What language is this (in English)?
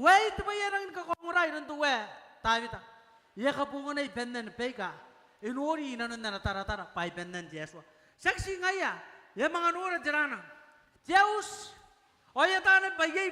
Gilbertese